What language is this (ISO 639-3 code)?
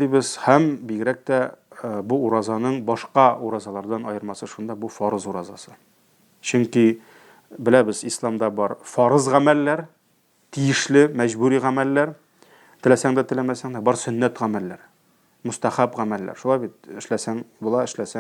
tat